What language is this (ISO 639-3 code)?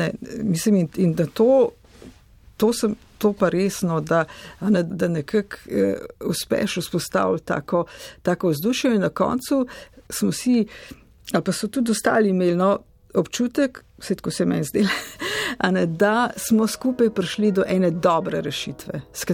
slv